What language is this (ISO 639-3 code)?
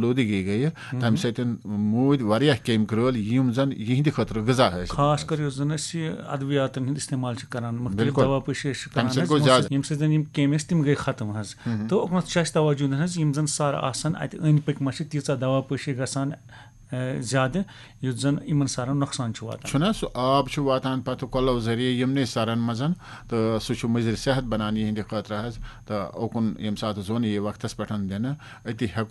kas